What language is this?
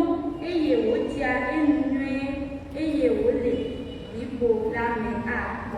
Ewe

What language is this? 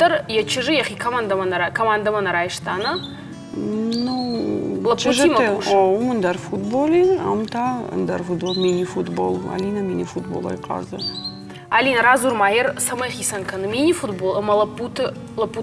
Ossetic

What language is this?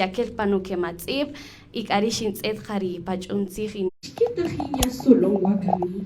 Kaqchikel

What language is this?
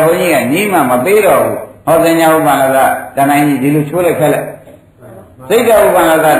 Burmese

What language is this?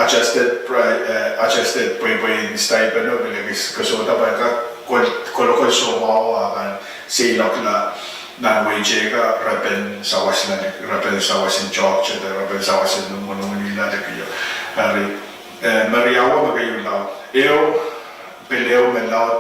Pohnpeian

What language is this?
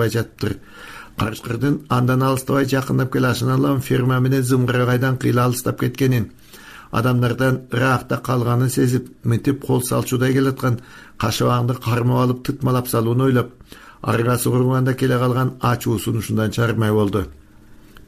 Kyrgyz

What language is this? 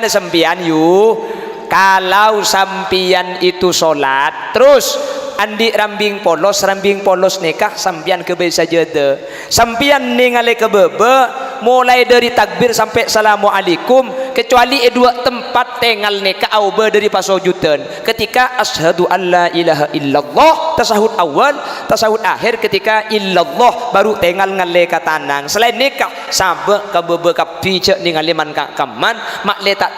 Madurese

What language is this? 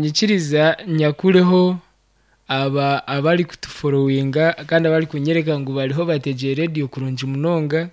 Nyankole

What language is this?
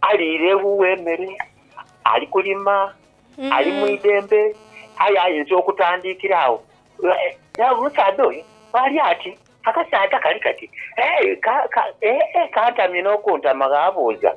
Soga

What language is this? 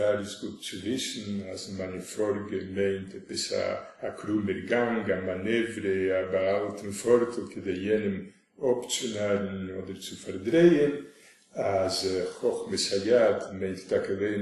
Yiddish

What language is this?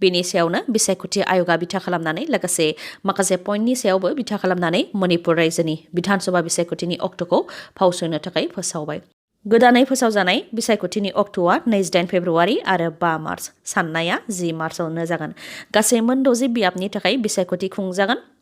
Bodo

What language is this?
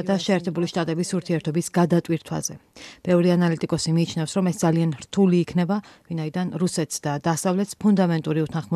Georgian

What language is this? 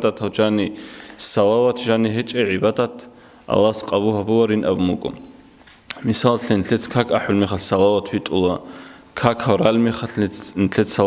Avaric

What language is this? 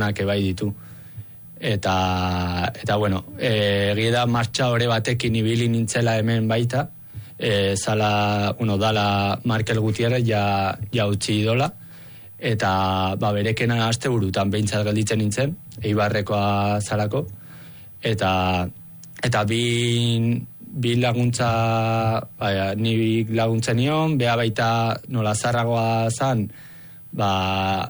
Basque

